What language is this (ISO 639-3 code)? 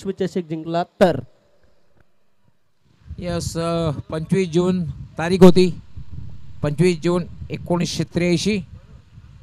mar